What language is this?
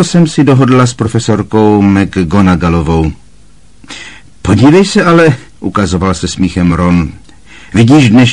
Czech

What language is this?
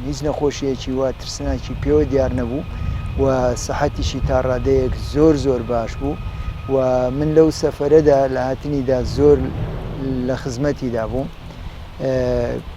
Central Kurdish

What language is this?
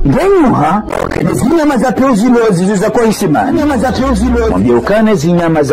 Ngazidja Comorian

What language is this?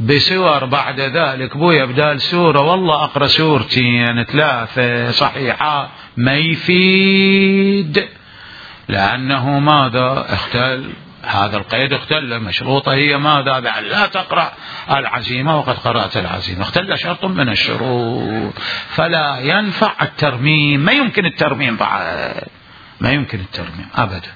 Mesopotamian Arabic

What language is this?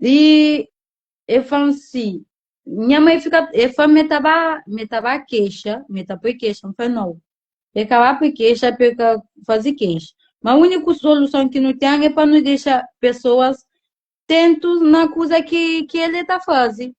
Kabuverdianu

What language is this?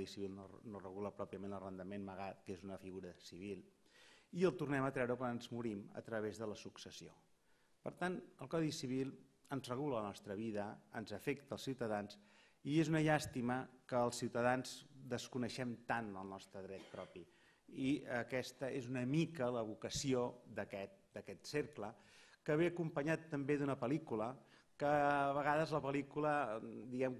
Catalan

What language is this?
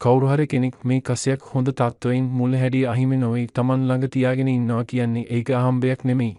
Sinhala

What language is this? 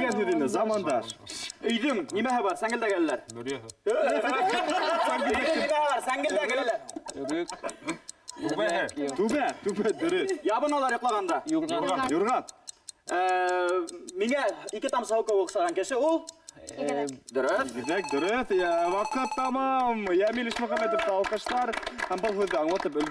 Bashkir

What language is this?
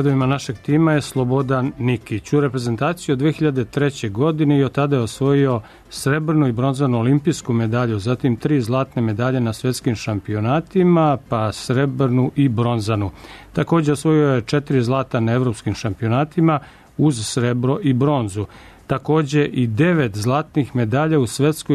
Serbian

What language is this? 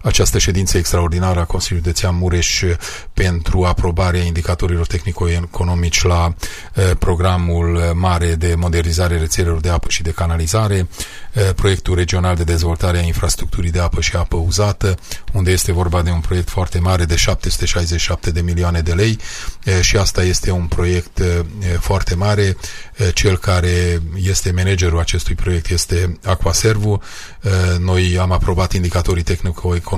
Romanian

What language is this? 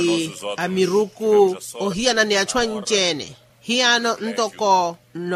Makhuwa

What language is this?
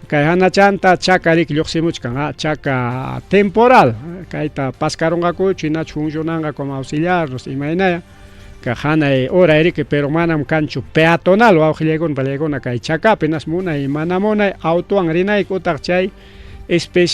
Ayacucho Quechua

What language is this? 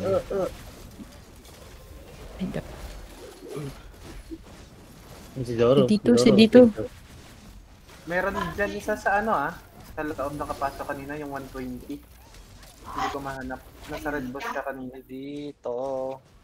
Filipino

